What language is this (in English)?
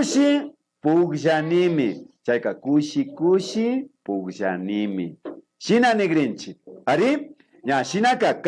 Imbabura Highland Quichua